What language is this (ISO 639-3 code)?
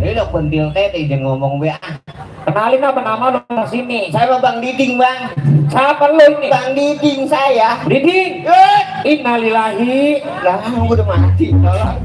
bew